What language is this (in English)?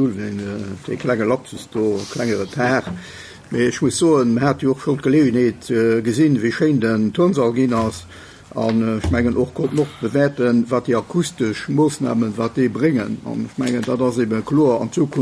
Luxembourgish